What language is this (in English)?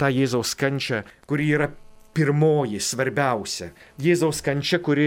Lithuanian